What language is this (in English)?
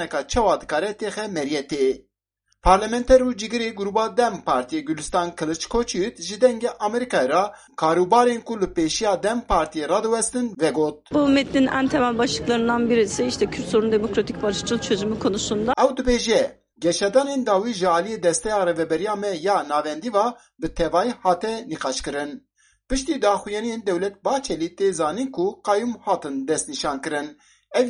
Kurdish